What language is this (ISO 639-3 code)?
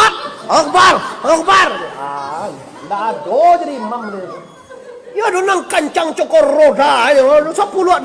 min